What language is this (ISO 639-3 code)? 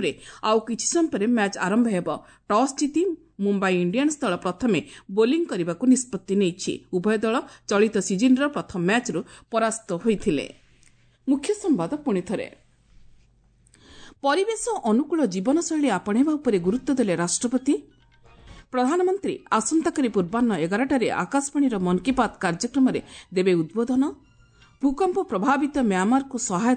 ori